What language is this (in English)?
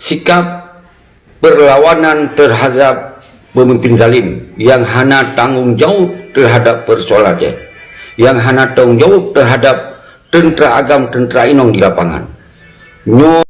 Achinese